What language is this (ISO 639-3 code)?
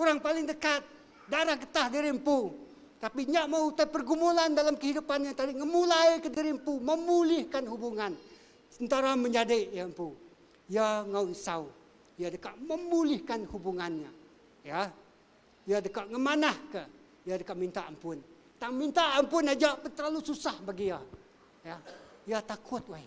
iba